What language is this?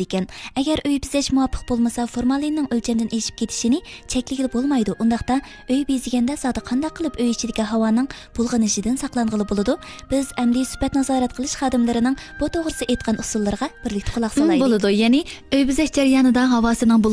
Uyghur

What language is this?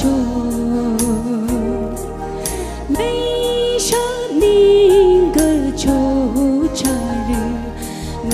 Tangkhul Naga (India)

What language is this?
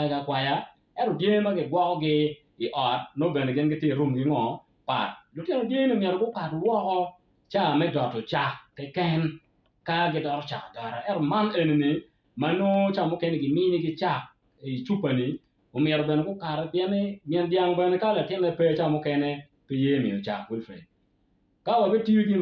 Acoli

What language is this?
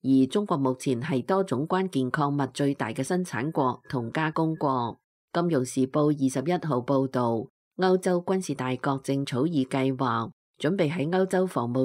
Cantonese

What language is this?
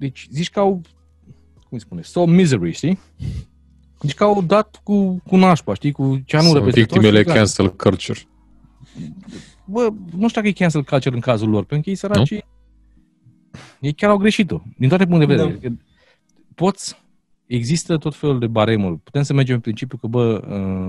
Romanian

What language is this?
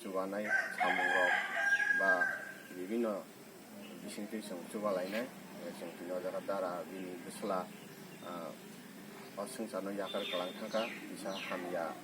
Kok Borok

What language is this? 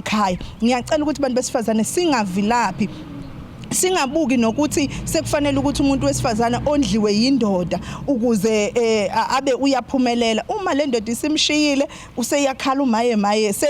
Zulu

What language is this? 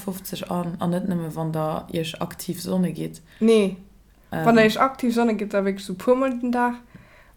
Luxembourgish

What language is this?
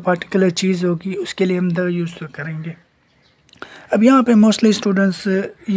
Hindi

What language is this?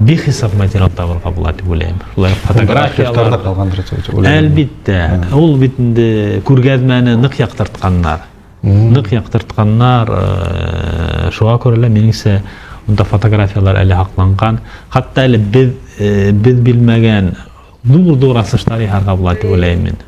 Bashkir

